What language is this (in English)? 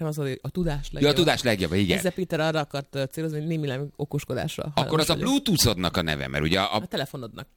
Hungarian